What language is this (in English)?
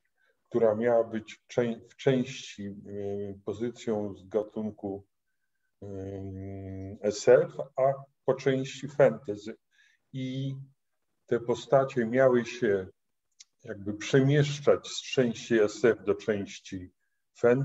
Polish